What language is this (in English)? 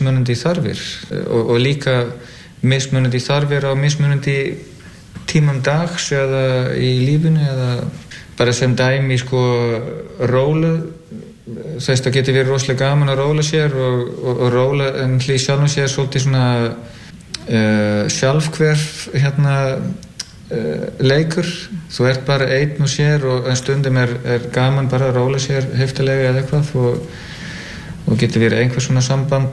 Icelandic